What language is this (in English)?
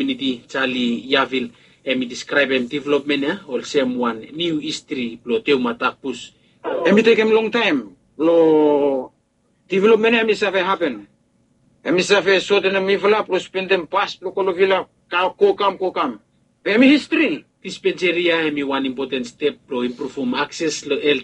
Bislama